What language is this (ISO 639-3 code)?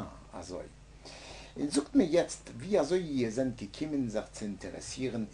yid